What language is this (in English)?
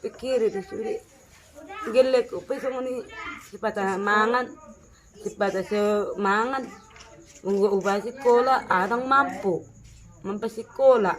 Batak Toba